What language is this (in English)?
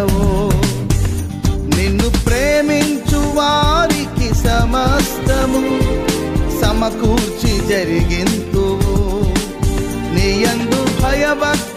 Telugu